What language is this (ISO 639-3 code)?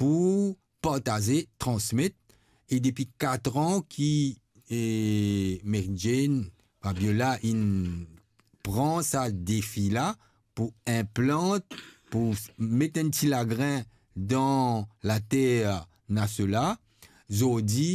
mfe